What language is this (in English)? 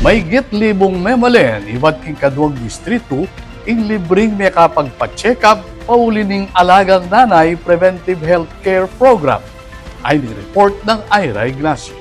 Pampanga